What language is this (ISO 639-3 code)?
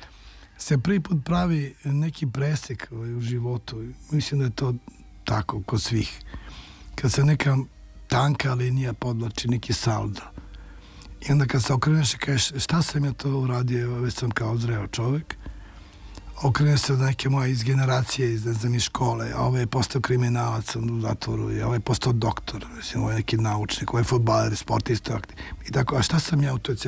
bos